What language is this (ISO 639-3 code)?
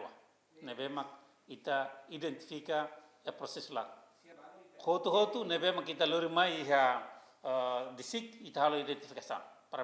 tet